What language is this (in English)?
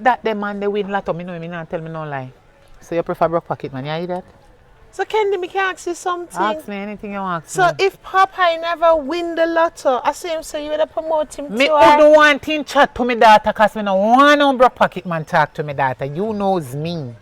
Jamaican Creole English